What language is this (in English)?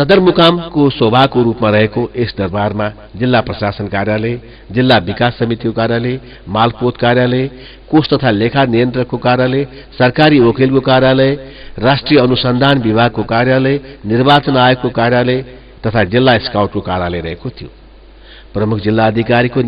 Nepali